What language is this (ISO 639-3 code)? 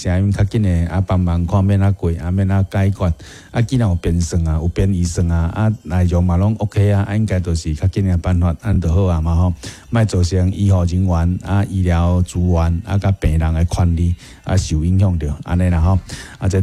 nan